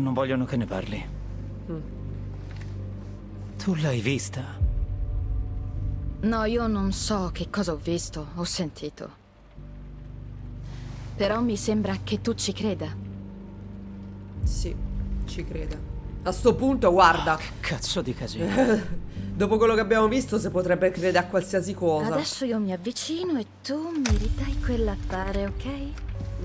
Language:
Italian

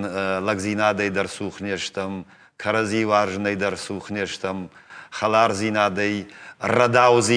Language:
Ossetic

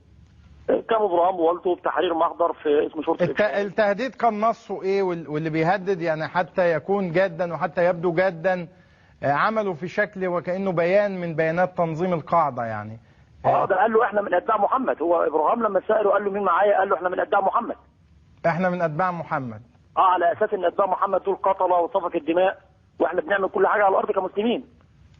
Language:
Egyptian Arabic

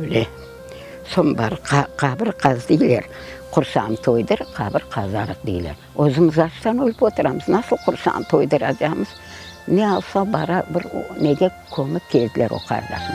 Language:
Crimean Tatar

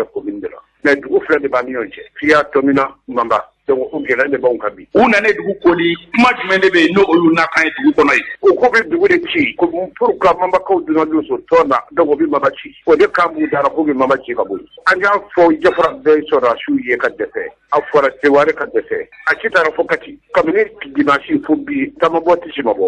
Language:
Bambara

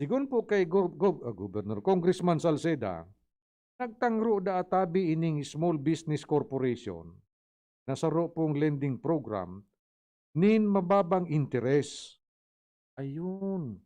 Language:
Bikol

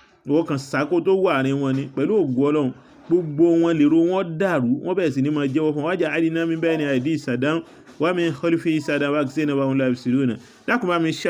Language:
Yoruba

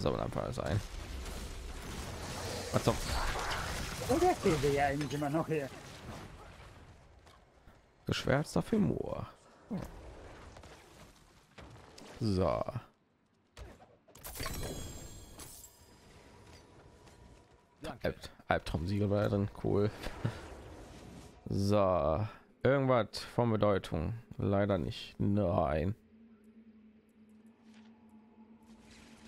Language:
German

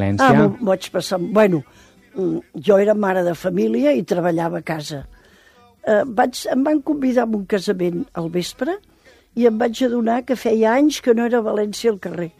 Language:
Catalan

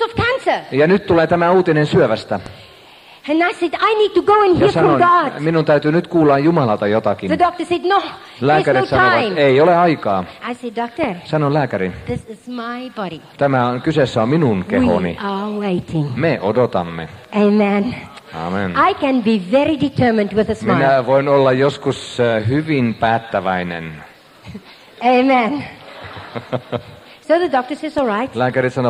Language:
Finnish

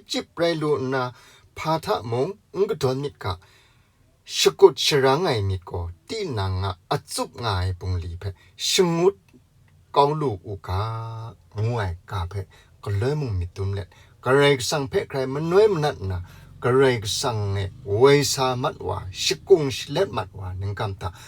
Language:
Kachin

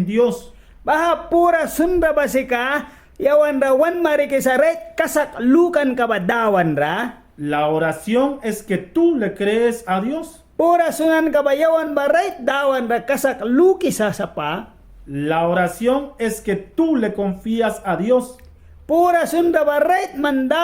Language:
Mískito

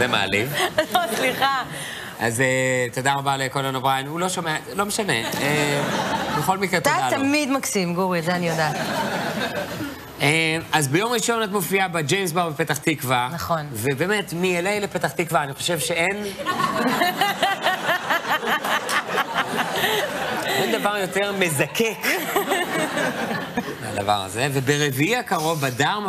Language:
Hebrew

